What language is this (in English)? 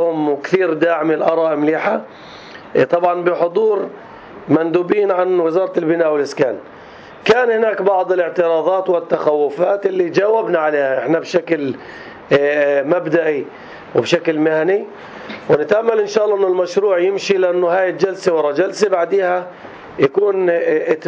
North Levantine Arabic